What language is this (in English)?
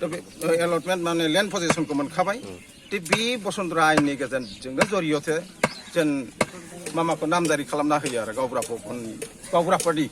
Bodo